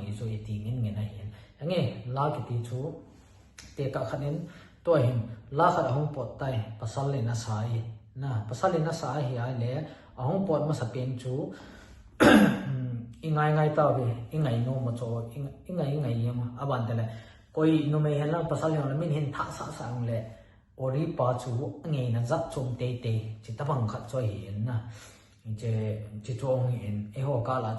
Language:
Thado Chin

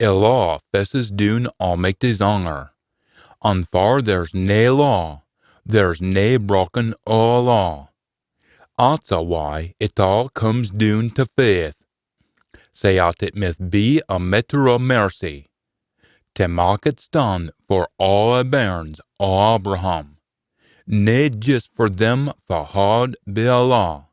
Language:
Scots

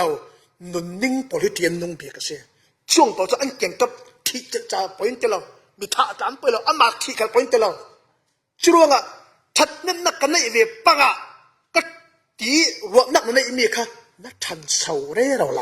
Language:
Falam Chin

